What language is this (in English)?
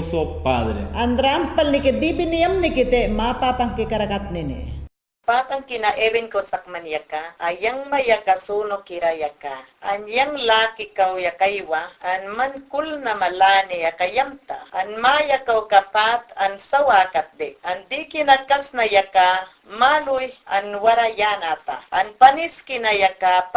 Mayangna